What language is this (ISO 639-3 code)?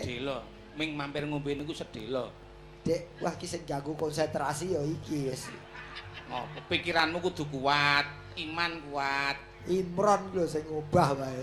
jav